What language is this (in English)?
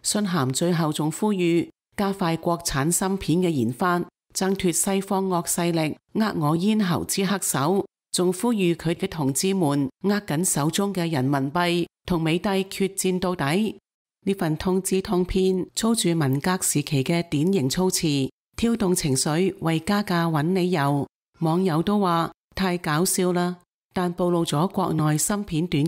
Cantonese